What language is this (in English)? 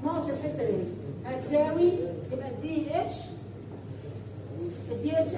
Egyptian Arabic